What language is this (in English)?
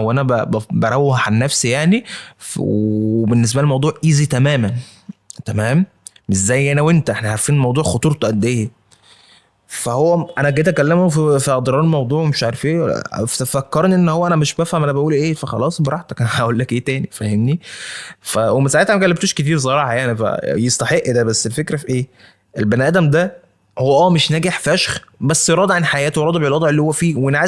Egyptian Arabic